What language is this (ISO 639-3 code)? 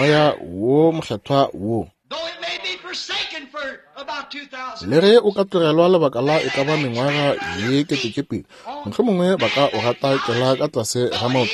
nso